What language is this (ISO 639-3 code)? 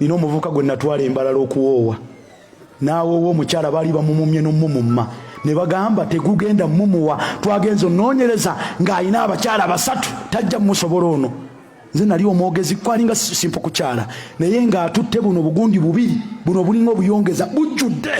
lug